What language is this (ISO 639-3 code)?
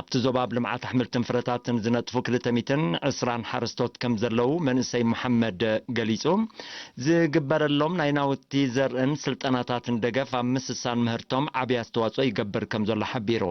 tir